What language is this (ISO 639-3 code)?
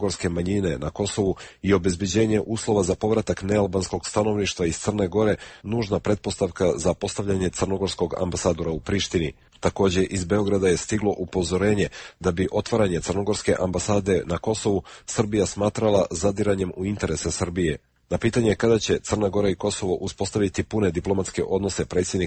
hrv